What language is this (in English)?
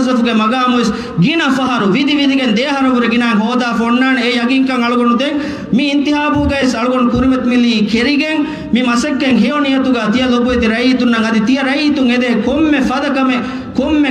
Divehi